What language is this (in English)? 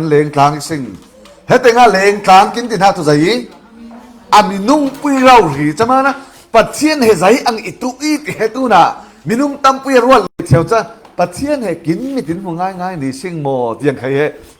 Falam Chin